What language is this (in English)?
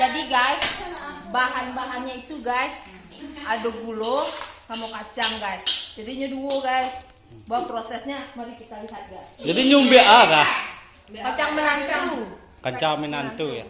Minangkabau